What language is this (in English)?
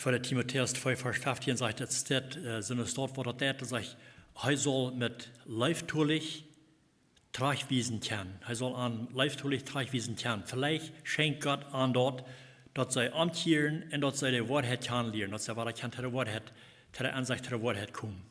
Plautdietsch